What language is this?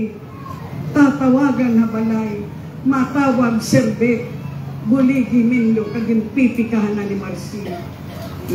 Waray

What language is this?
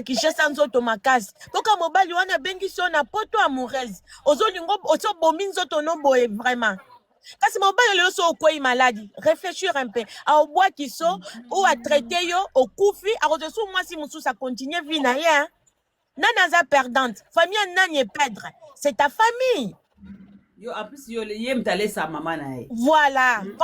Lingala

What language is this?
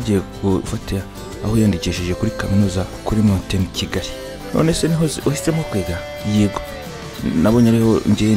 Kinyarwanda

